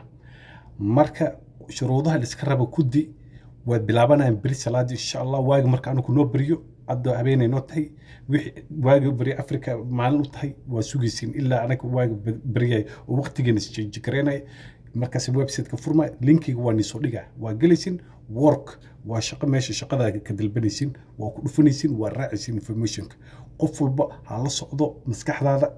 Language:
Somali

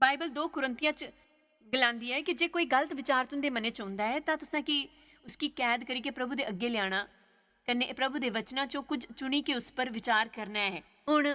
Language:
Dogri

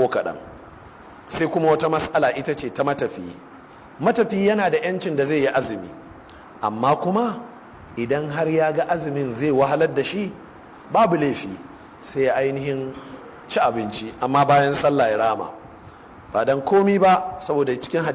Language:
Hausa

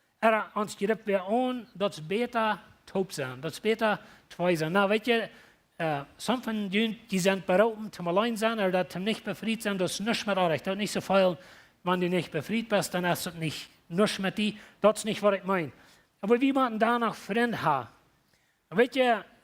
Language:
Plautdietsch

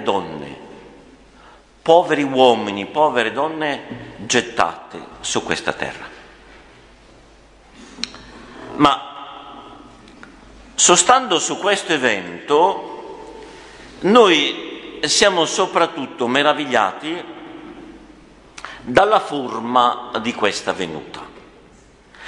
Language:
Italian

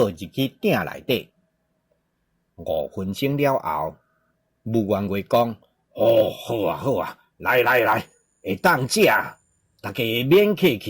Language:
Min Nan Chinese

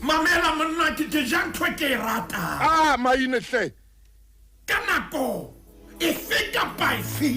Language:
Southern Sotho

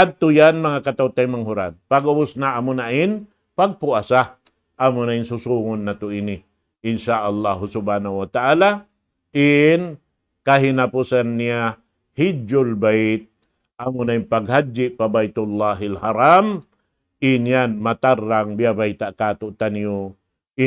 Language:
Tausug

